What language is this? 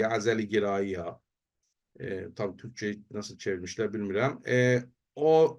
South Azerbaijani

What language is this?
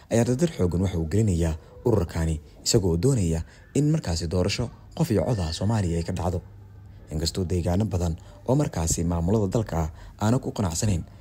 Somali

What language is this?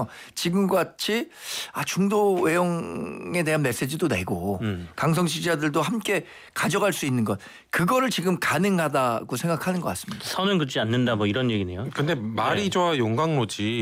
Korean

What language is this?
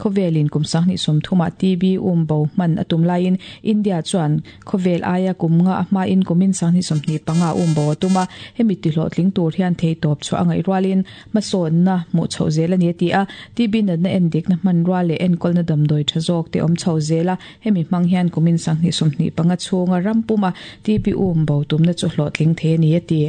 Mizo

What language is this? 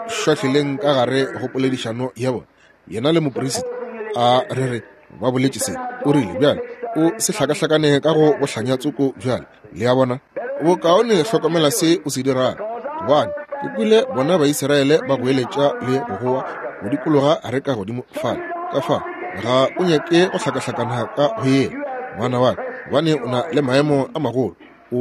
Northern Sotho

